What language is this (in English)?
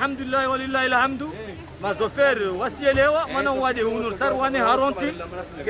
Ngazidja Comorian